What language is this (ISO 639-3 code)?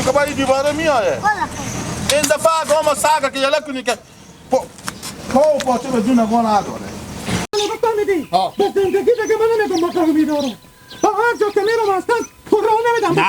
haz